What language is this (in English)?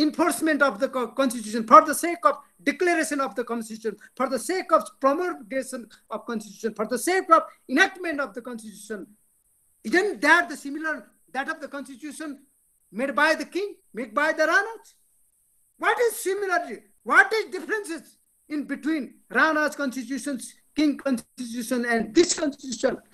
English